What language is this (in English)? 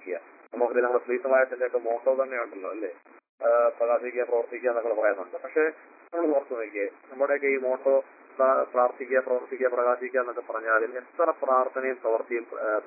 Malayalam